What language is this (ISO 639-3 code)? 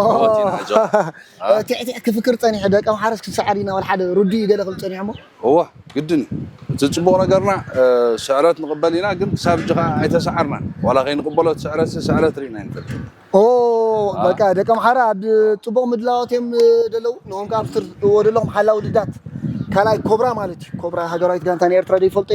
tir